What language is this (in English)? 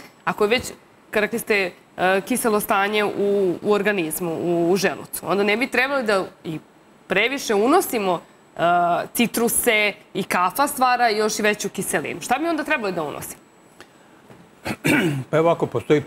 Serbian